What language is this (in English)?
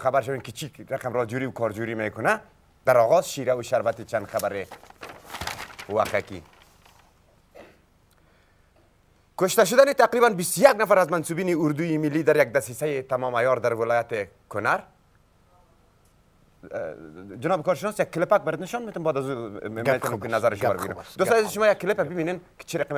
Persian